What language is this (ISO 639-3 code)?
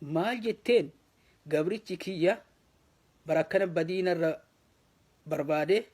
orm